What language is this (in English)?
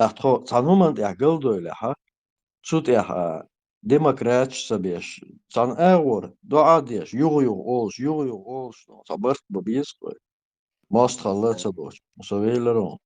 Chechen